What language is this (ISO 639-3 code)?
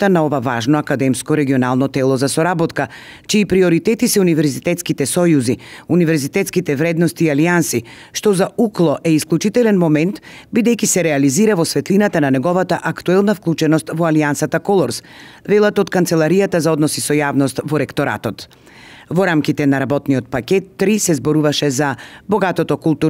mkd